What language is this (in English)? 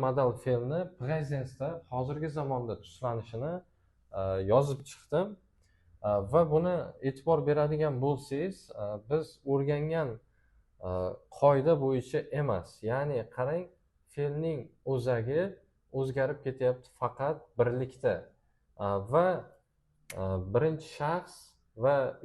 Uzbek